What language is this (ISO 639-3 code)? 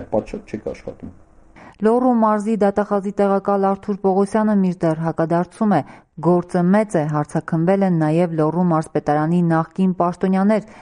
hye